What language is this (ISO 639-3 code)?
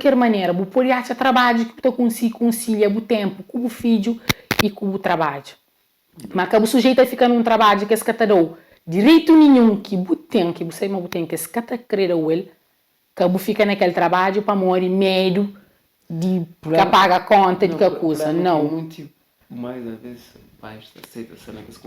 kea